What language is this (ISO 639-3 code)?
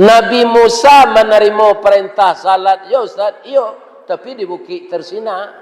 min